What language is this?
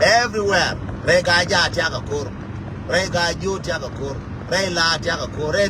Nuer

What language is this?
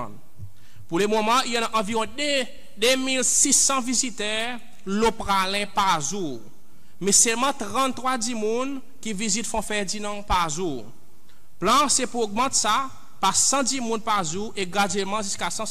Seselwa Creole French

